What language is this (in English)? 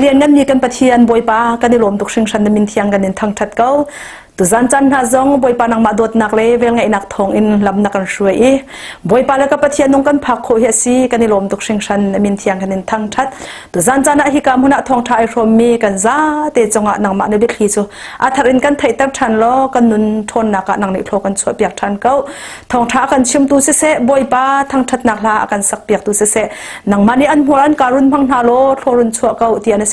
Hakha Chin